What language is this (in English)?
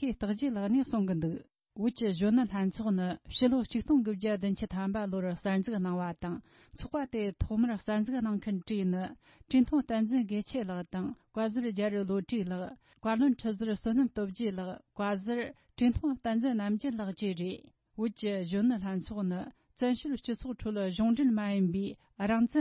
Tibetan